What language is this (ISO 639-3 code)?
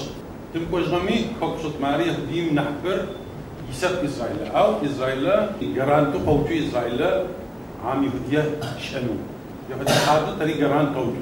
ady